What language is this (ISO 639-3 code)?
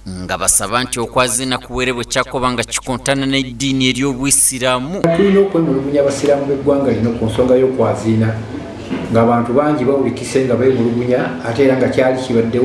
xog